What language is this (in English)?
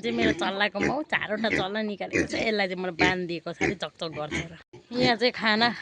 Nepali